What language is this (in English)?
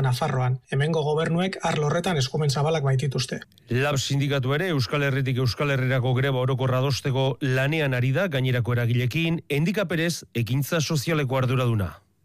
Basque